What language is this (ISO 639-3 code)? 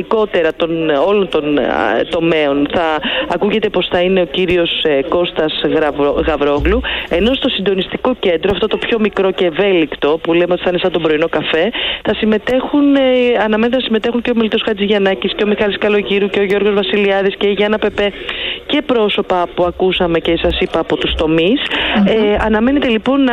ell